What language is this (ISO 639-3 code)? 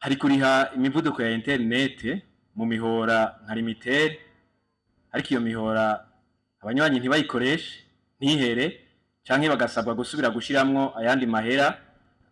run